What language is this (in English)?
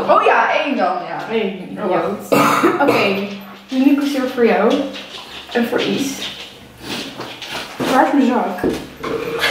Dutch